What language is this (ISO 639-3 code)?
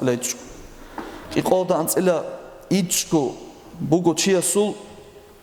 ava